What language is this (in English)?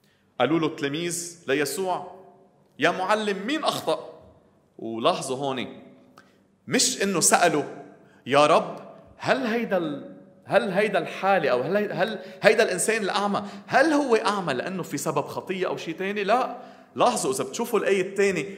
North Levantine Arabic